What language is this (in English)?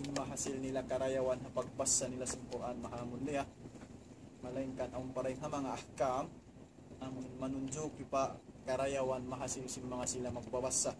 Tausug